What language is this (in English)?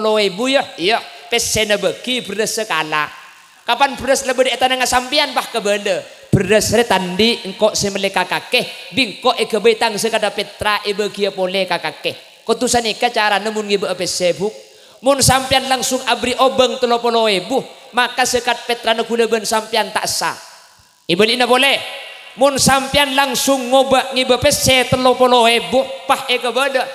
Madurese